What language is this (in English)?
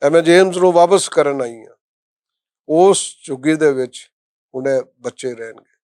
Western Panjabi